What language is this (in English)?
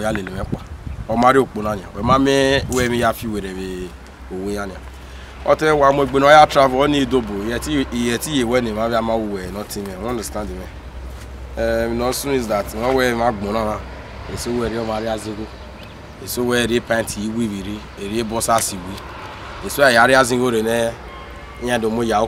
Bini